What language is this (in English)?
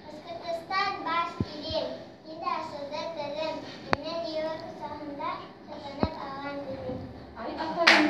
Bashkir